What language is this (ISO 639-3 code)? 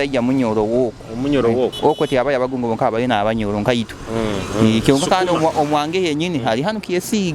nyo